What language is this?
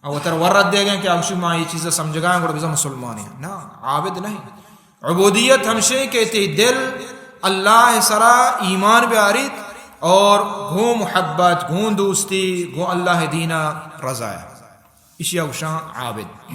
Baluchi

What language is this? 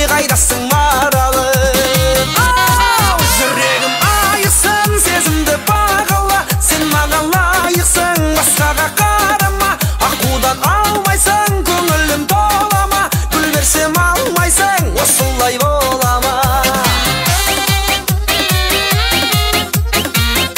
Kara-Kalpak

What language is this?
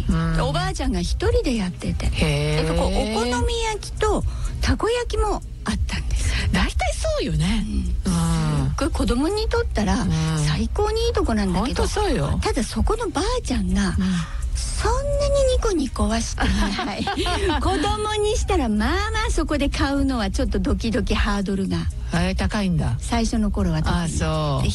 Japanese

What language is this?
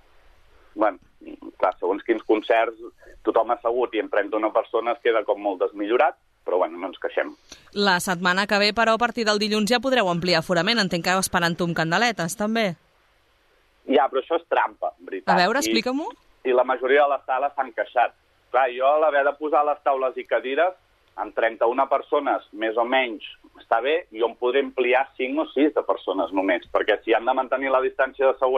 Catalan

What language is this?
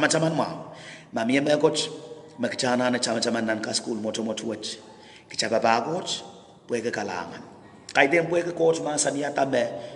Pohnpeian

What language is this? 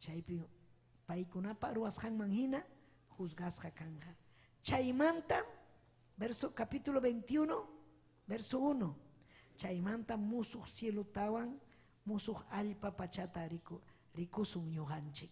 Ayacucho Quechua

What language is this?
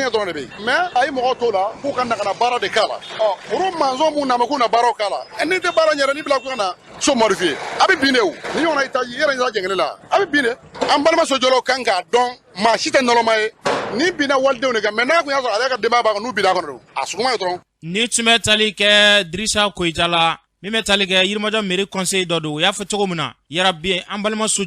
Bambara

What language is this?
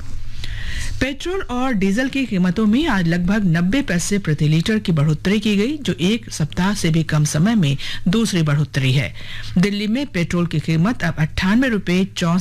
Hindi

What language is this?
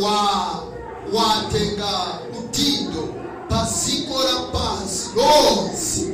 Nyanja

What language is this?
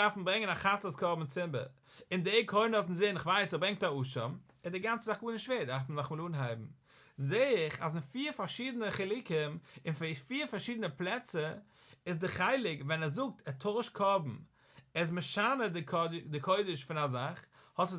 Yiddish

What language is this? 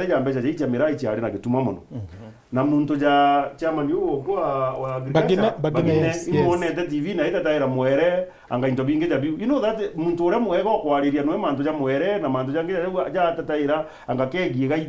Meru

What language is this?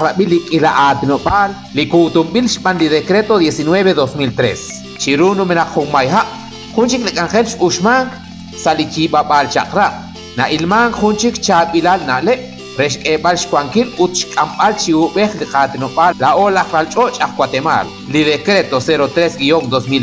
Kekchí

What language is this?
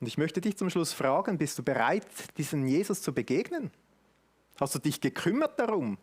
Swiss German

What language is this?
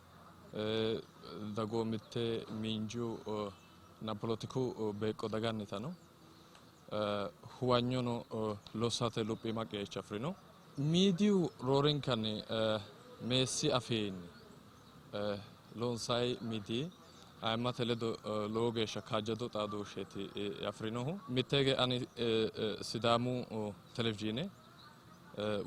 Sidamo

